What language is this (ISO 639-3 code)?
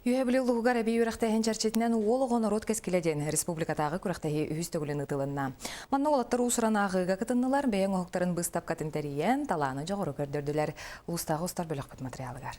sah